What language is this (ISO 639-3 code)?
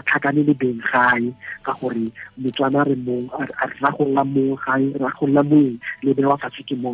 tsn